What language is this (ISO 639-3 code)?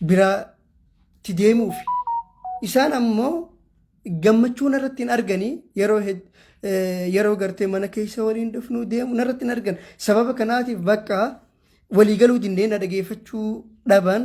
orm